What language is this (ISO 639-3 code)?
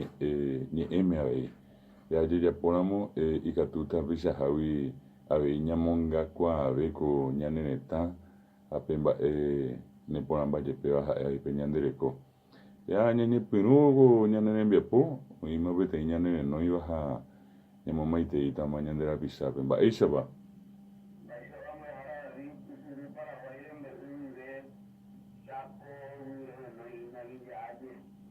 grn